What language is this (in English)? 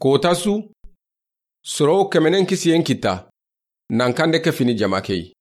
Soninke